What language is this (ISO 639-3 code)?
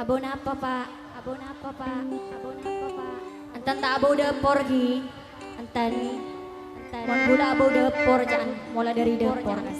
mad